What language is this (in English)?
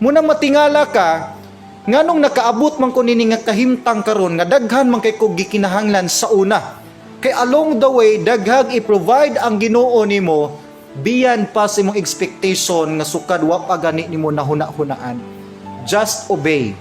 Cebuano